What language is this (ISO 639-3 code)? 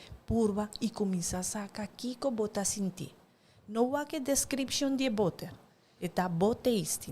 pap